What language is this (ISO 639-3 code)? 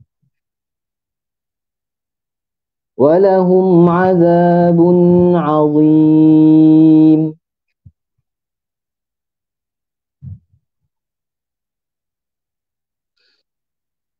msa